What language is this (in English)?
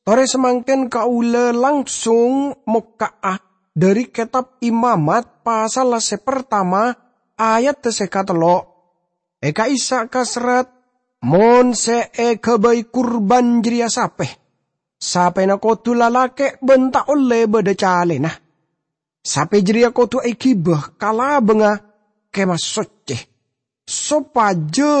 Madurese